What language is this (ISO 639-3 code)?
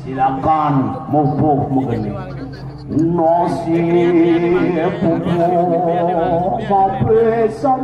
ban